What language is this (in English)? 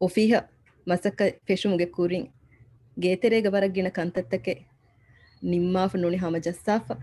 Divehi